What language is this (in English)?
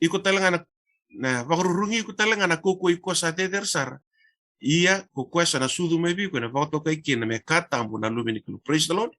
Fijian